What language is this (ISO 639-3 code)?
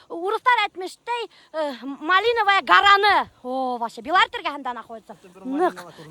bak